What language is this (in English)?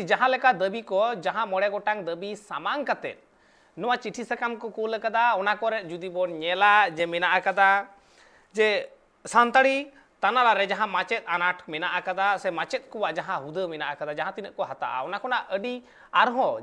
Santali